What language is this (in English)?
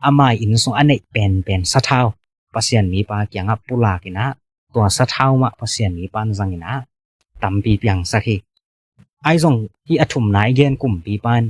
Tedim Chin